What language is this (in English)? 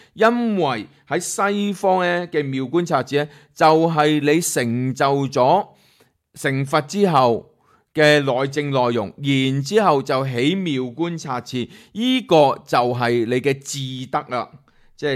Cantonese